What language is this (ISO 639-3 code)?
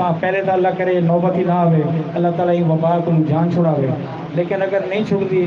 skr